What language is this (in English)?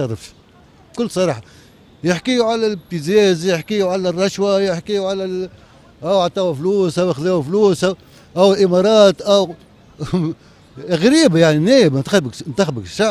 Tunisian Arabic